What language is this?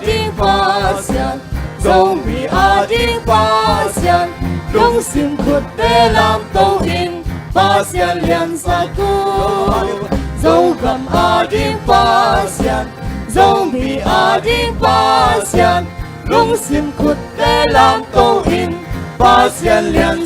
Tedim Chin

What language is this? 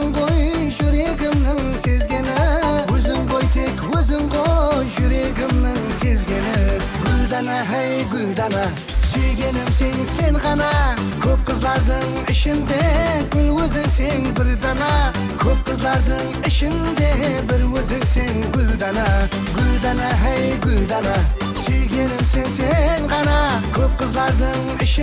Kara-Kalpak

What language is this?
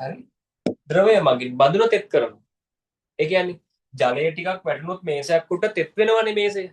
Sinhala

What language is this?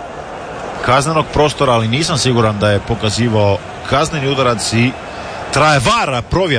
Croatian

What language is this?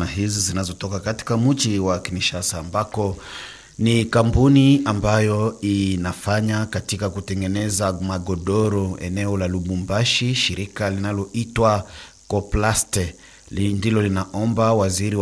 Swahili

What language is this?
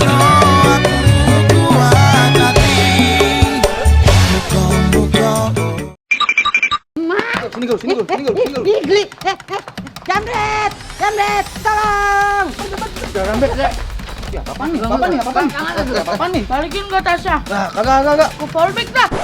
Betawi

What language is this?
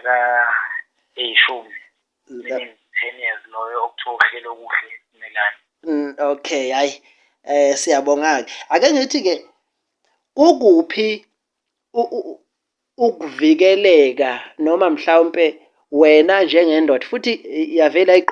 Zulu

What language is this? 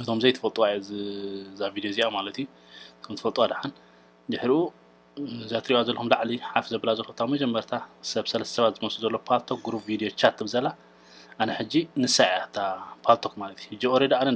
Tigrinya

